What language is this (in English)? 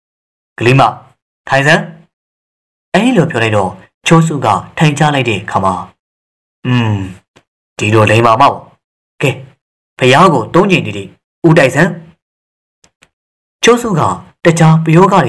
Burmese